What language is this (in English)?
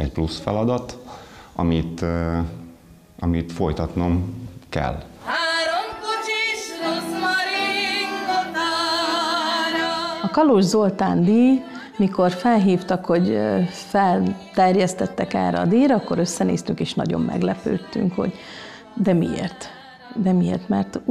Hungarian